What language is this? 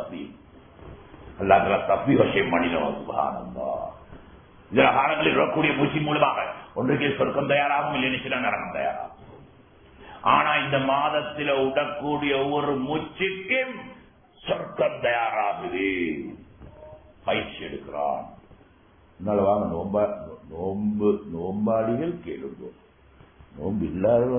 Tamil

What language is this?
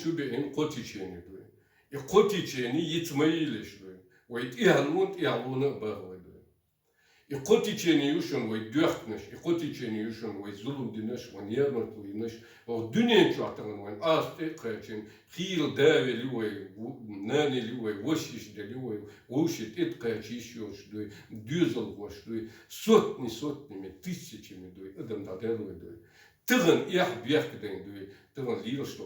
Chechen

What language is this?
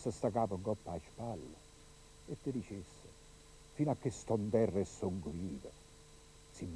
Neapolitan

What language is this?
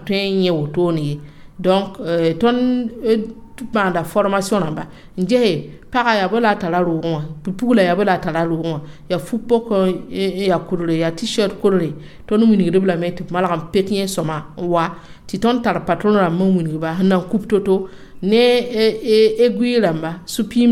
Mossi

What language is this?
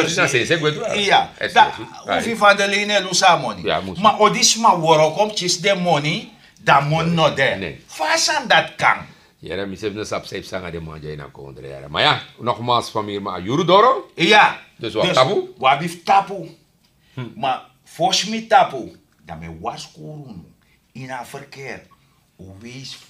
Sranan Tongo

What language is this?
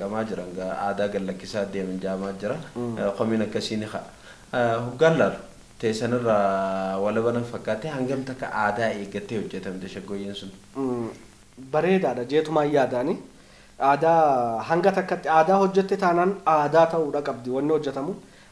Oromo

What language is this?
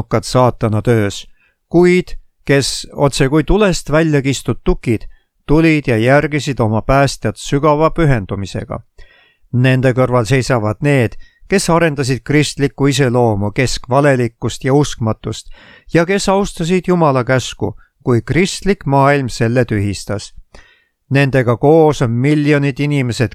Estonian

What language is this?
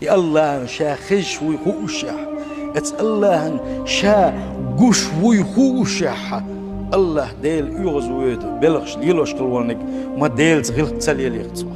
Chechen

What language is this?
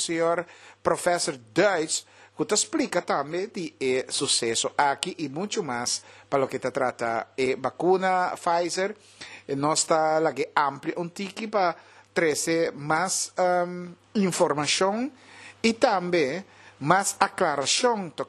Papiamento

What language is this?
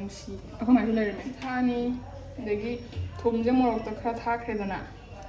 Manipuri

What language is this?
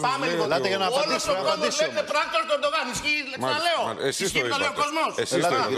Greek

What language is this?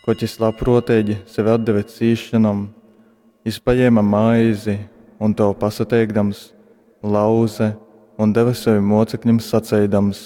Latgalian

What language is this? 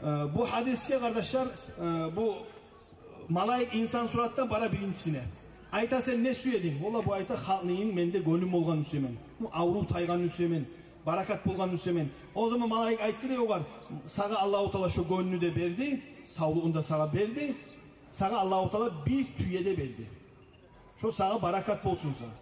Kumyk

